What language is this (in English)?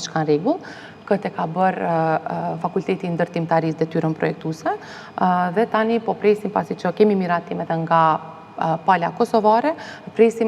Albanian